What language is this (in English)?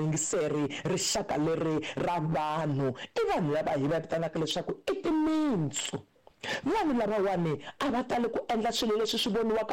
Tsonga